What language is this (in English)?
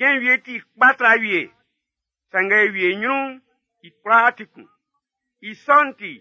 Baoulé